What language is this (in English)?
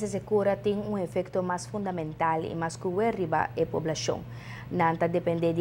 Papiamento